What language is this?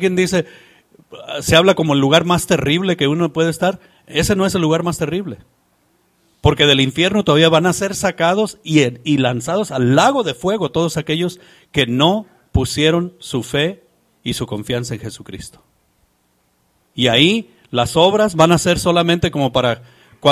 Spanish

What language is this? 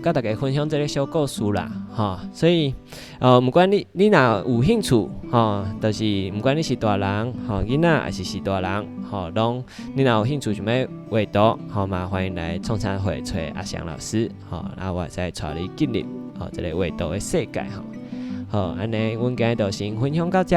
Min Nan Chinese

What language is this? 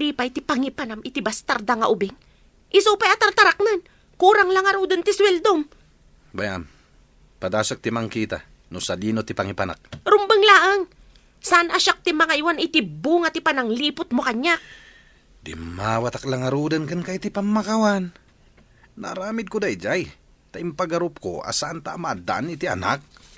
Iloko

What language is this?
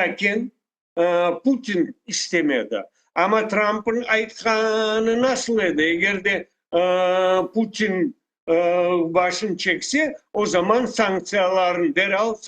Crimean Tatar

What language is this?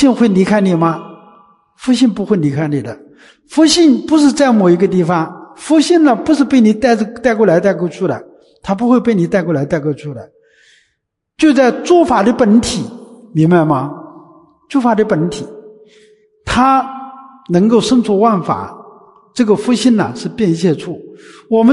Chinese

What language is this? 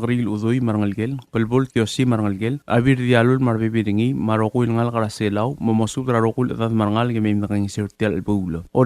Palauan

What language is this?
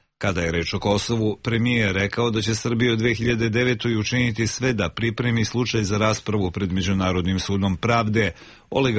Serbian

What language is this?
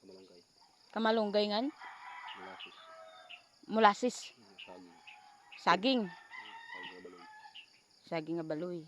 Waray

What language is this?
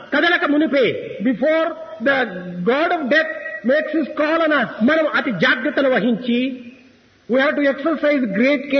Telugu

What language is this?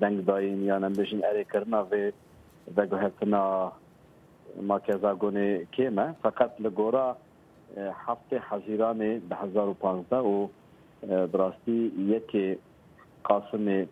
Kurdish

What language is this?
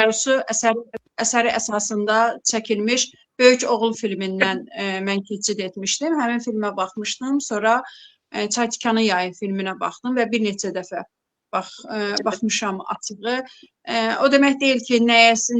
Azerbaijani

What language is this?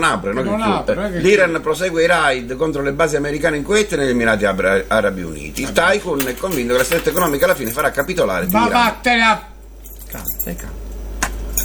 Italian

